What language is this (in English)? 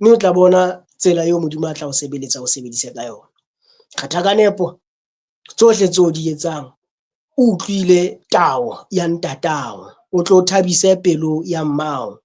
Southern Sotho